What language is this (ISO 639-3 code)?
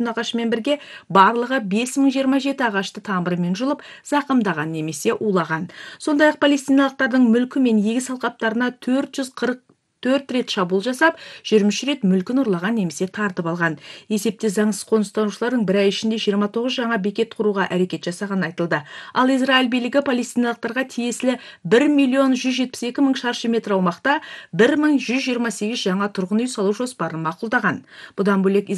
kaz